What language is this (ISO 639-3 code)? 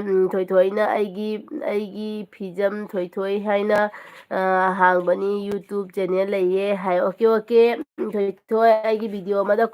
mni